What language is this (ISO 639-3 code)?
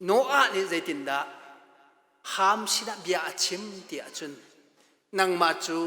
cnh